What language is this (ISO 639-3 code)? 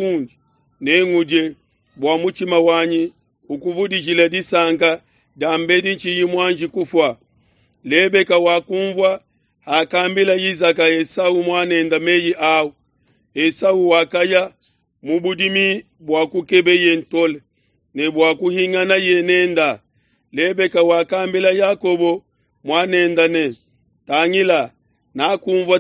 lua